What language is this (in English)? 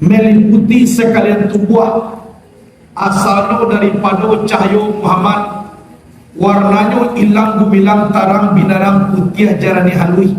Minangkabau